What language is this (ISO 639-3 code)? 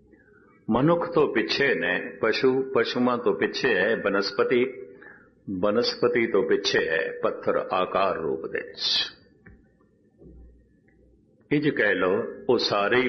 pan